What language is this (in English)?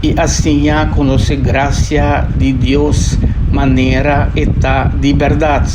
Papiamento